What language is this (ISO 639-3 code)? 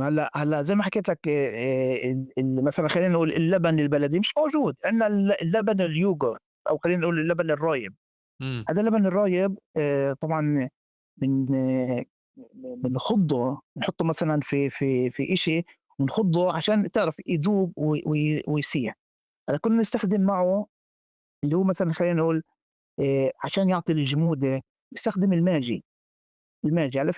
apc